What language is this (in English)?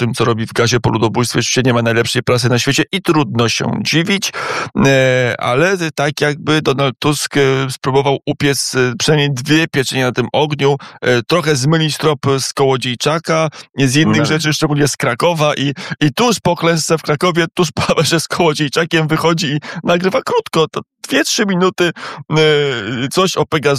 Polish